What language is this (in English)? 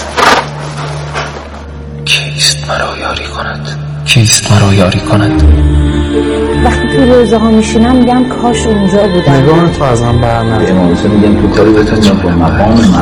Persian